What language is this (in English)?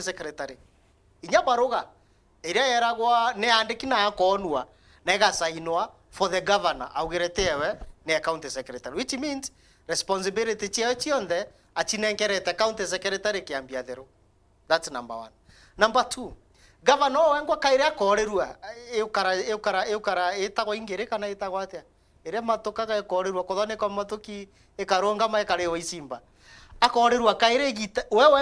Meru